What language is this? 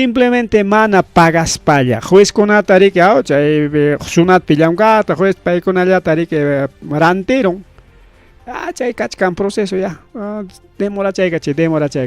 Ayacucho Quechua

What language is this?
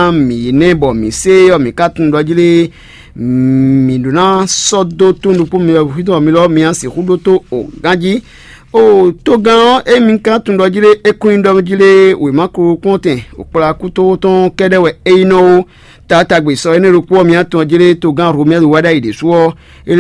Fon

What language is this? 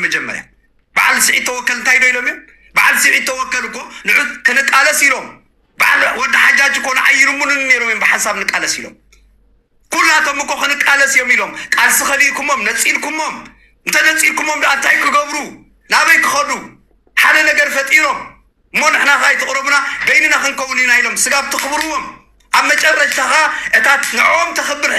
Tigrinya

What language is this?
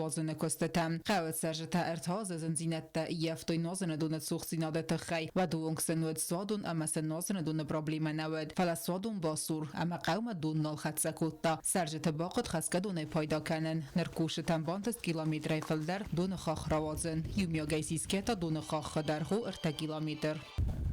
Ossetic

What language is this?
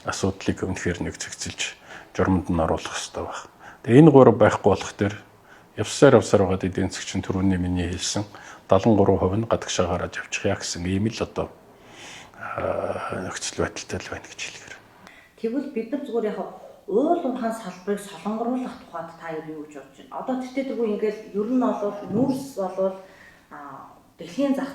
Mongolian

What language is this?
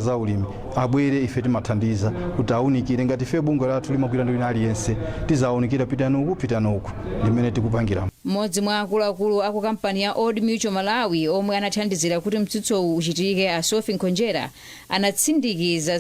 Nyanja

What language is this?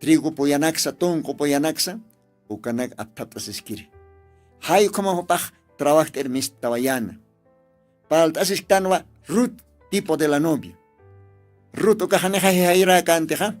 Aymara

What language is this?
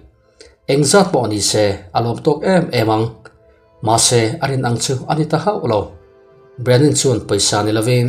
Mizo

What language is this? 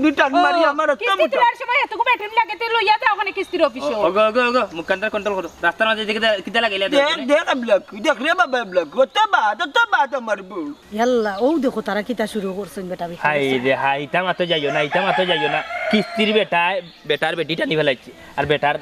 Sylheti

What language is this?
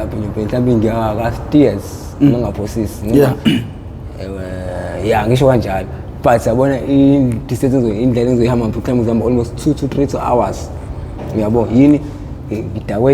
Zulu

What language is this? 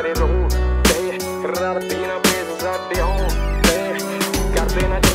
Punjabi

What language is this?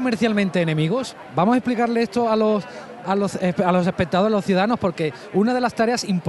Spanish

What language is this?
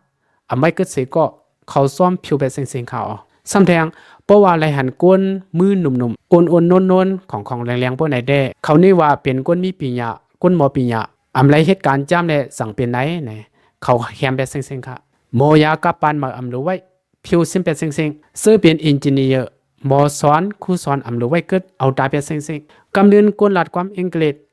Shan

